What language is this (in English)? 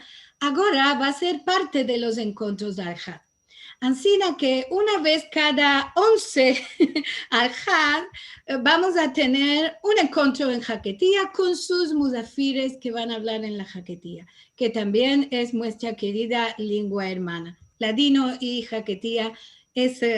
Ladino